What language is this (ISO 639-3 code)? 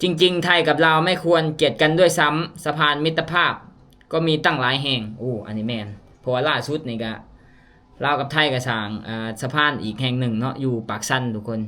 lao